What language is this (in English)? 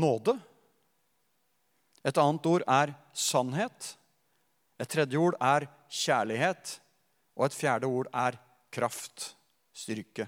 Norwegian